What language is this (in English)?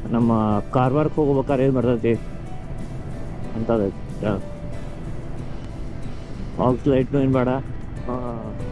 Kannada